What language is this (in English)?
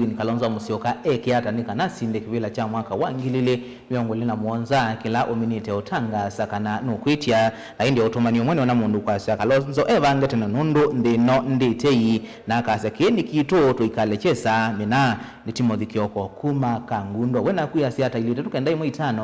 Kamba